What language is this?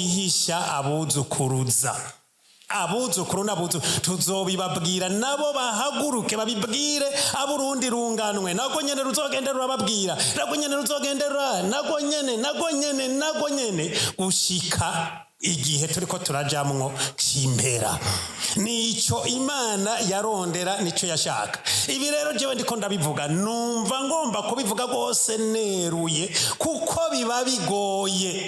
Rundi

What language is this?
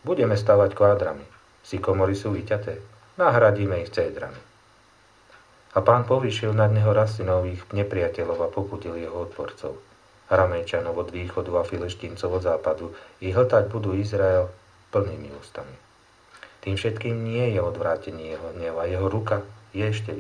Slovak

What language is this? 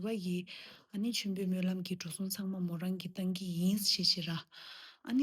Tibetan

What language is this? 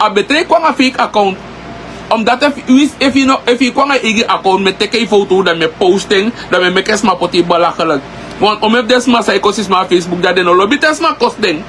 Sranan Tongo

